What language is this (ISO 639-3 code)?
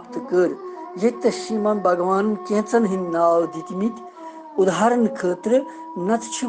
kas